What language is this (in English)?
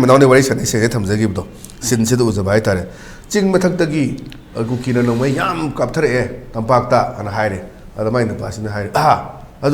Manipuri